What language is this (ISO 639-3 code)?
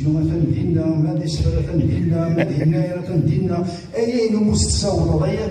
kab